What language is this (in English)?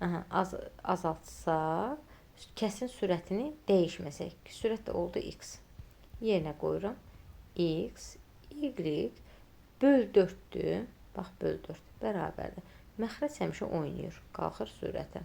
Azerbaijani